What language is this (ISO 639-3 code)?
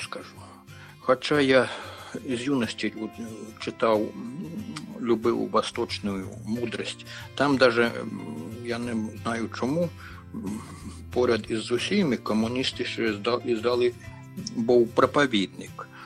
ukr